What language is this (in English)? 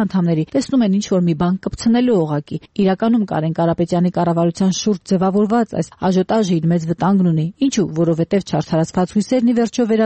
Armenian